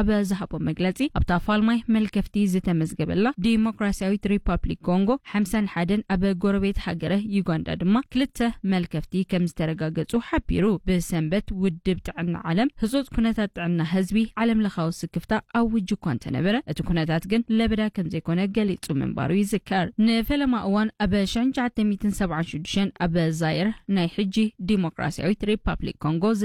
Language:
Tigrinya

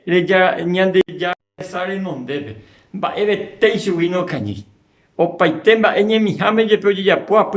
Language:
Guarani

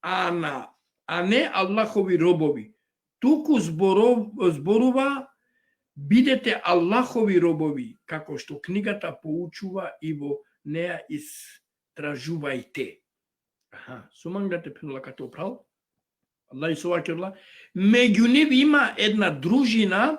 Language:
Balkan Romani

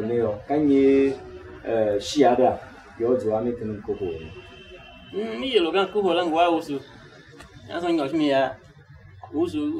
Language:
Tiv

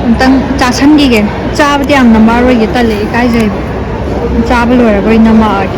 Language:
Manipuri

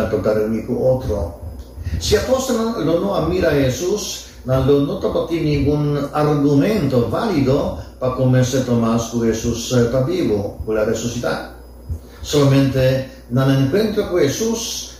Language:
Papiamento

